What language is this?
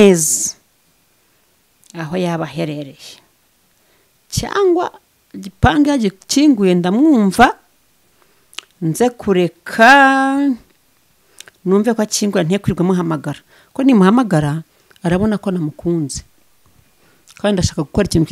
Kinyarwanda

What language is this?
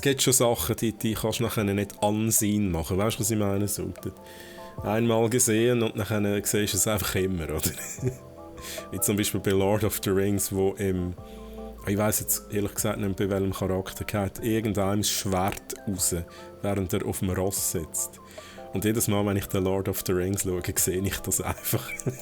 Swiss German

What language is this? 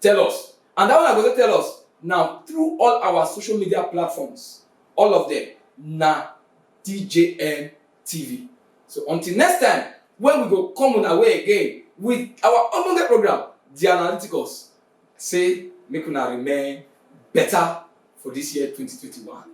Nigerian Pidgin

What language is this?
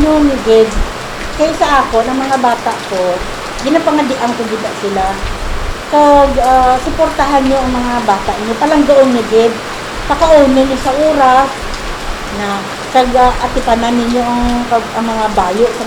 Hiligaynon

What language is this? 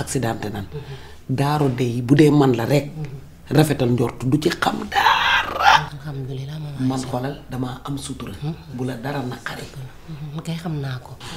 Wolof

